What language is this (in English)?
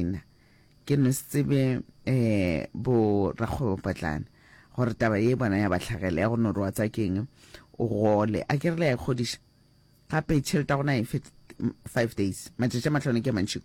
Northern Sotho